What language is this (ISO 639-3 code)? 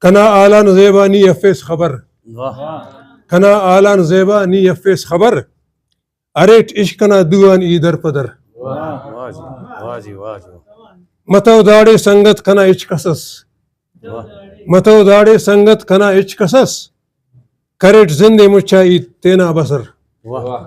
brh